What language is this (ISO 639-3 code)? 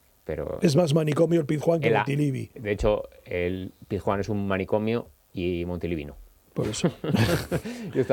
spa